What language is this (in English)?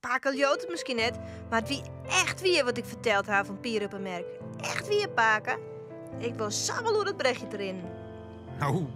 Western Frisian